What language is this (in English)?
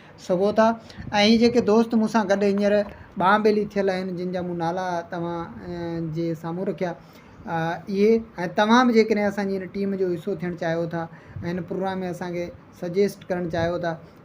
Sindhi